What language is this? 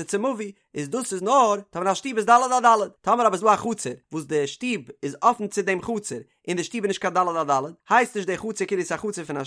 Yiddish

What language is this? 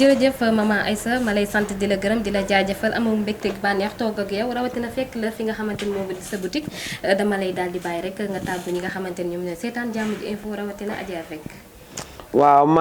Wolof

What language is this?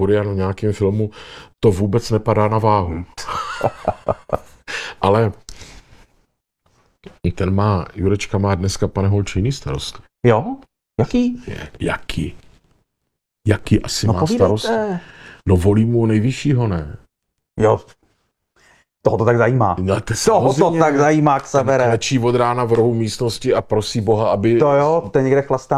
Czech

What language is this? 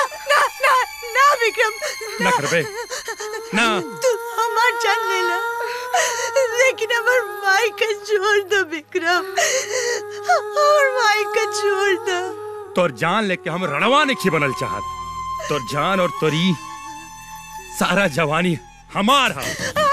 Bhojpuri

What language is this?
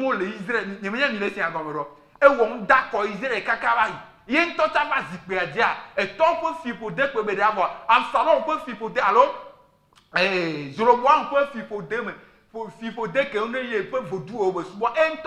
Ewe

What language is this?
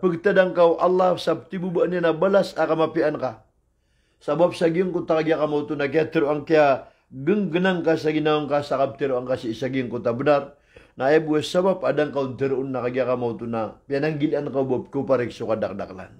Maranao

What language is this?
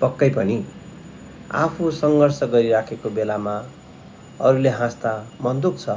Nepali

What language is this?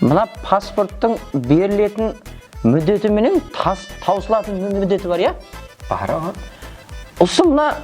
Kara-Kalpak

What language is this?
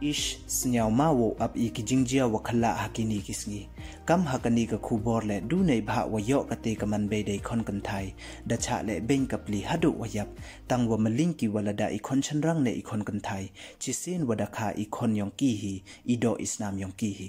Pnar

